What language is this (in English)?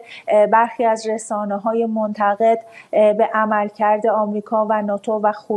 Persian